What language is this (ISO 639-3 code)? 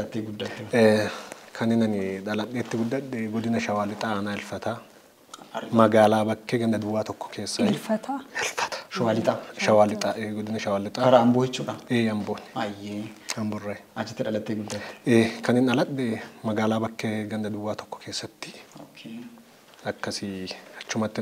orm